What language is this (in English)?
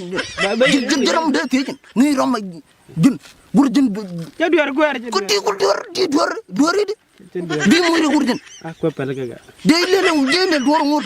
Nuer